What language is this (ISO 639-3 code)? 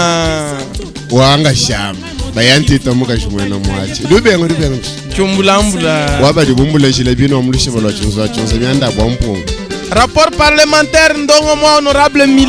lua